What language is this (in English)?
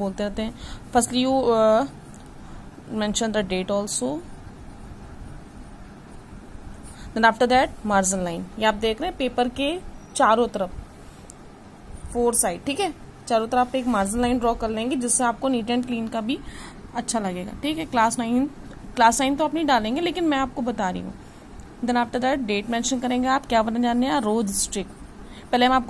Hindi